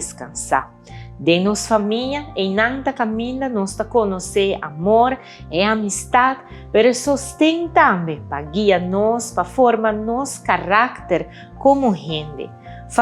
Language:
Papiamento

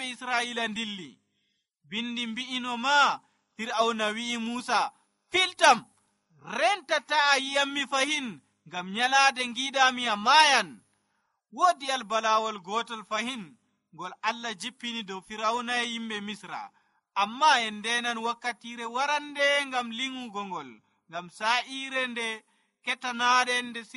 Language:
Nigerian Fulfulde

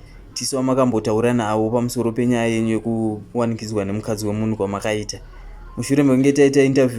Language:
Shona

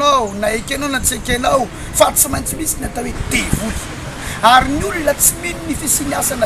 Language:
Malagasy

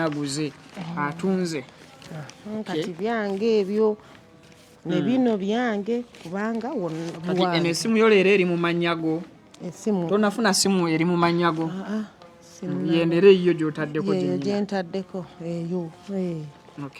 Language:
Ganda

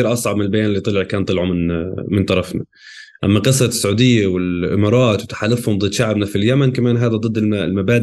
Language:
North Levantine Arabic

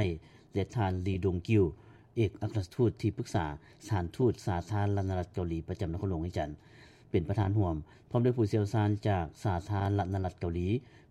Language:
Lao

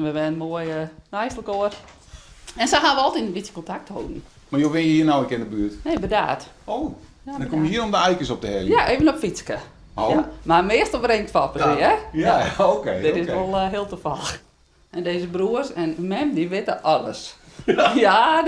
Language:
Western Frisian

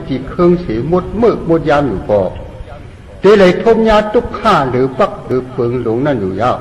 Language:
Shan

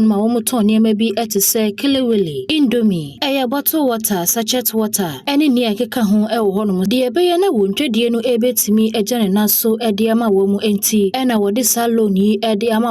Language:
Akan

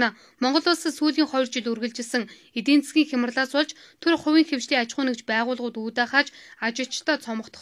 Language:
Mongolian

